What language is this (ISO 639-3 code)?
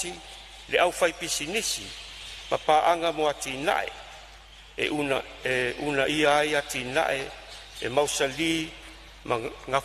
smo